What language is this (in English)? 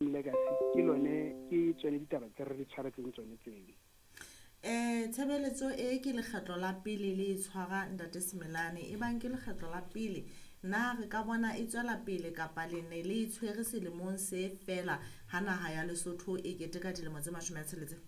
Southern Sotho